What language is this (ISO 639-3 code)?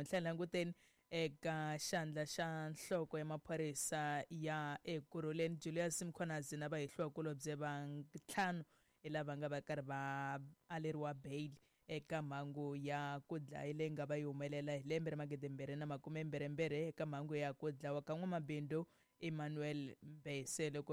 tso